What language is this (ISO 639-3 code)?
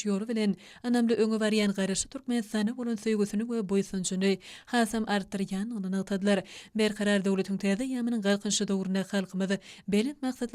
tuk